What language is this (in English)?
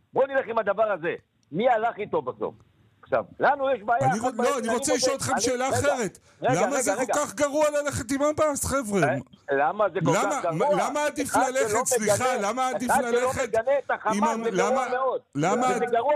Hebrew